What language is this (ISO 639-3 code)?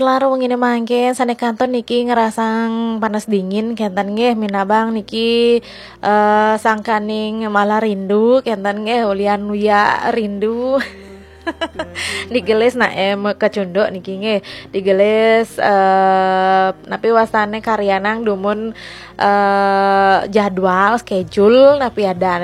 ban